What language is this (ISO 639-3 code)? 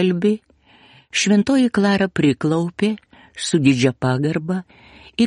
lit